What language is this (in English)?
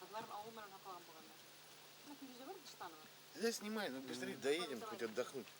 Bashkir